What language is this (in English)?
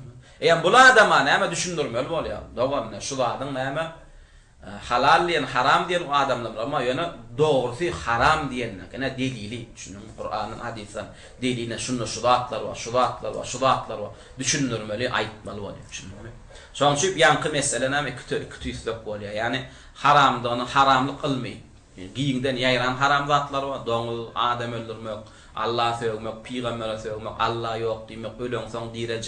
Turkmen